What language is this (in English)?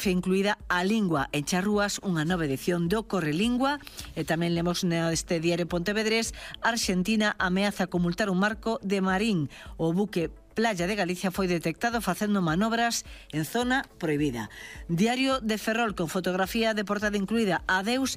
Galician